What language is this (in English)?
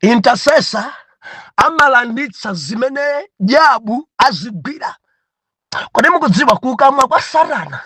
Nyanja